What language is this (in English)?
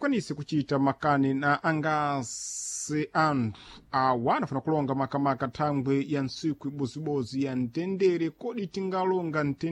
Sena